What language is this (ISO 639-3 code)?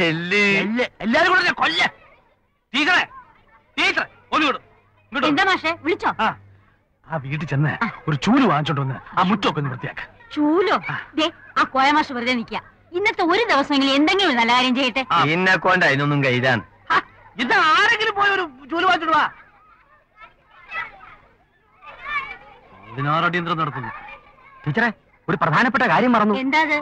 mal